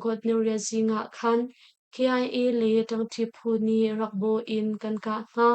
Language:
Hakha Chin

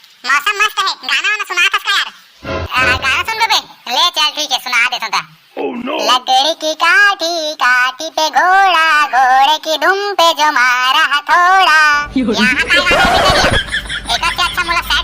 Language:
Chhattisgarhi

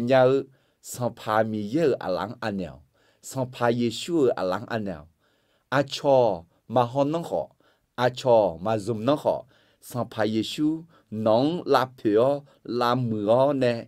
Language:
Akha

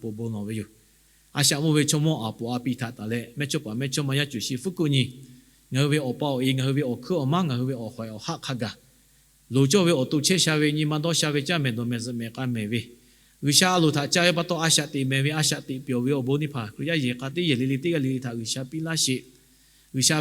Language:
Lahu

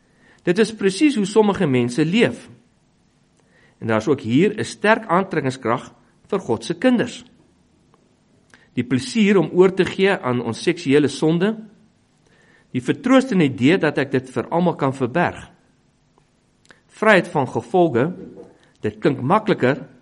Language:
Afrikaans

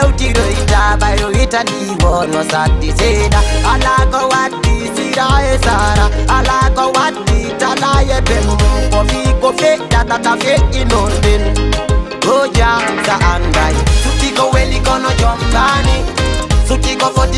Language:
Fula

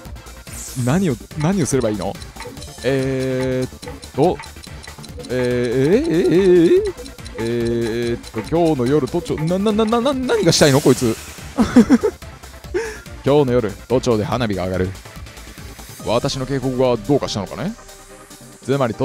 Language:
Japanese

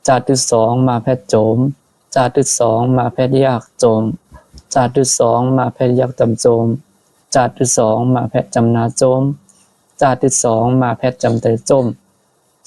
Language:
Shan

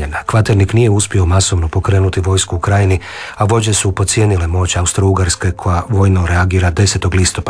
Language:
Croatian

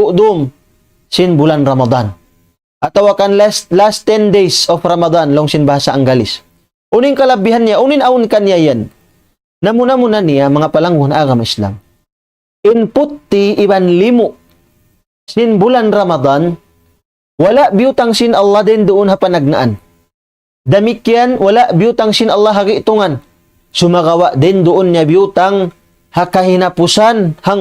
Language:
Tausug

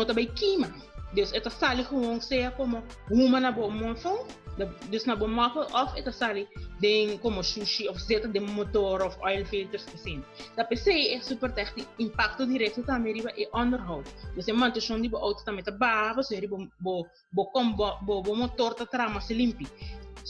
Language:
Papiamento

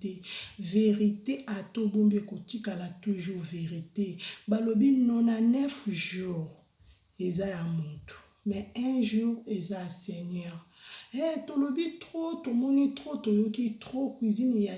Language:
Lingala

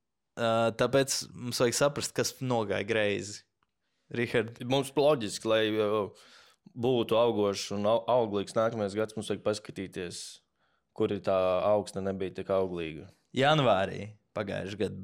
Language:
Latvian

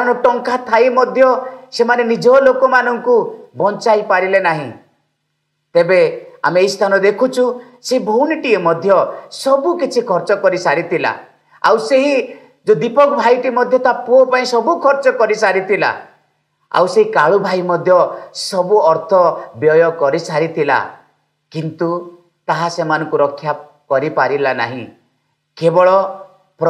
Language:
Odia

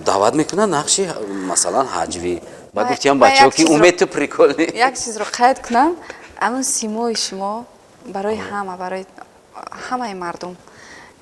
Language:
Tajik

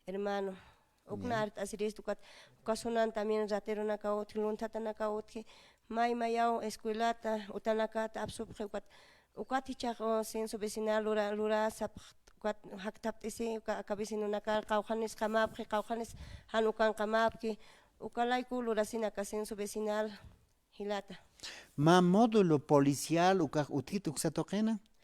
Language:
Aymara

